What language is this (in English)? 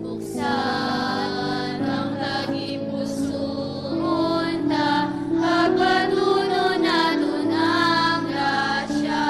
Hiligaynon